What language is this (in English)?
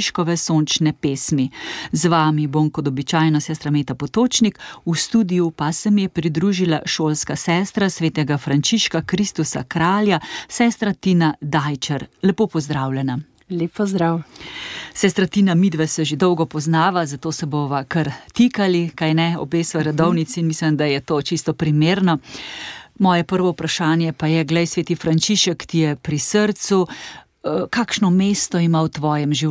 Slovenian